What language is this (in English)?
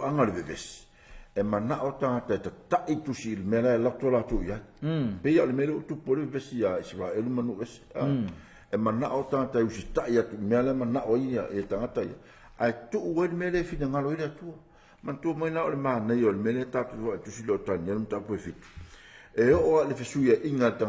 Samoan